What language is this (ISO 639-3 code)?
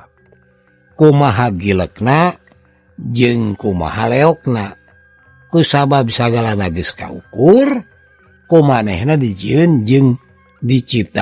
sun